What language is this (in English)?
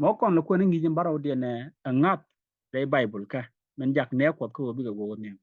Nuer